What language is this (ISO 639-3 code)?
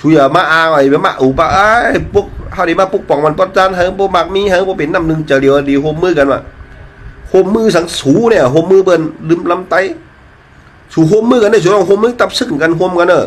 shn